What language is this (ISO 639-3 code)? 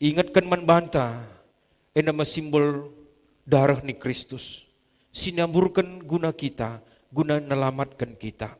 btx